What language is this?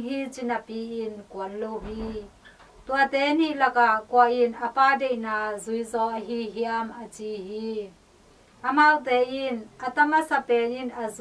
Tedim Chin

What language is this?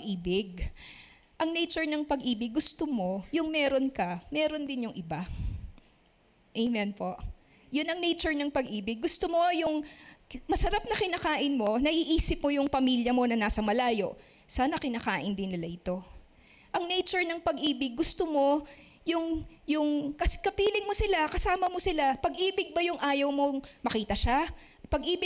Filipino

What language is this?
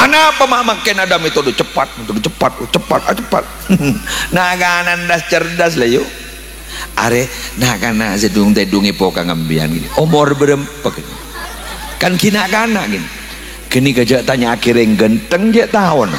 Madurese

